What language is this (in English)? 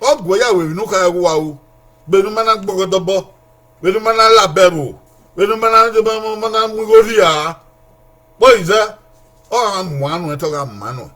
Bini